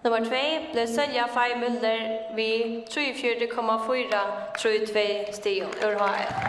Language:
Faroese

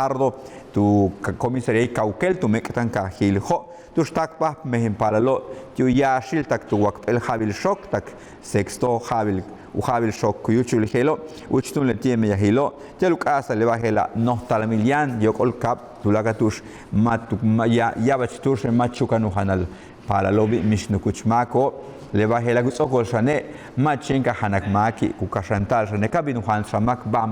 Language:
Yucateco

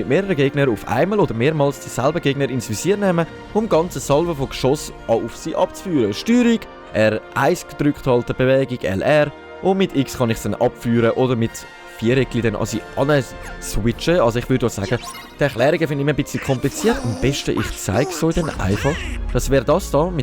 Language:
Swiss German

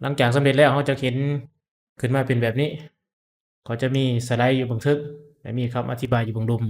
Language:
Lao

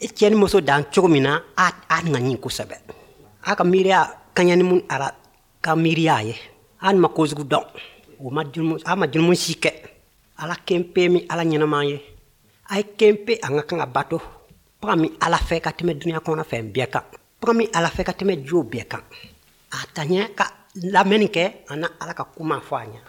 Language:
Bambara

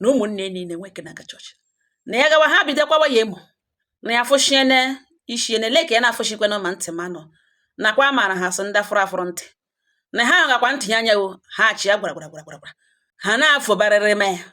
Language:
Igbo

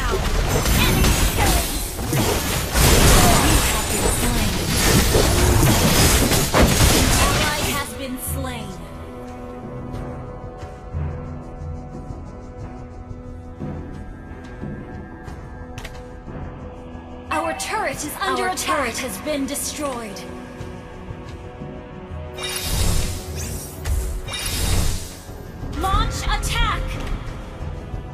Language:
English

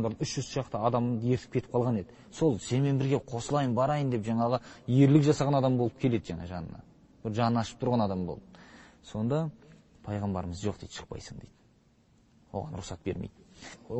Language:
Kazakh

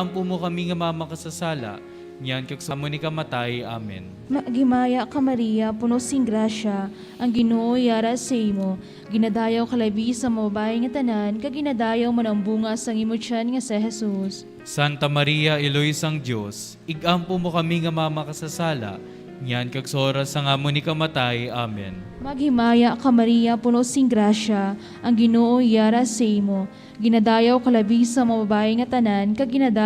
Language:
Hiligaynon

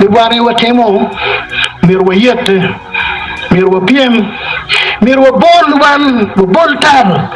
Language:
Acoli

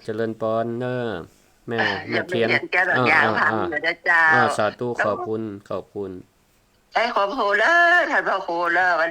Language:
Northern Thai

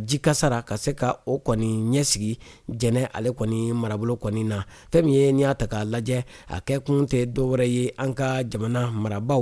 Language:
Bambara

